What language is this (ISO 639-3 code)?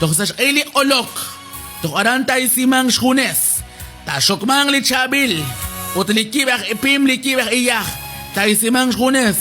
kek